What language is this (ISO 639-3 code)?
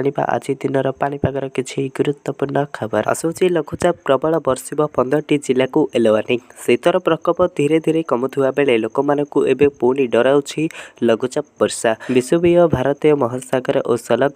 ori